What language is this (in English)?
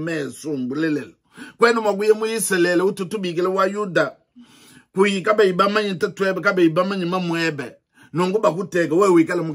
Luba-Lulua